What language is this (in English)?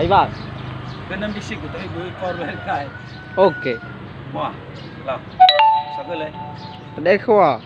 Nias